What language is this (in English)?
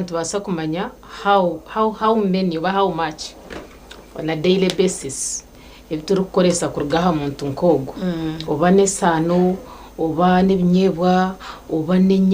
Nyankole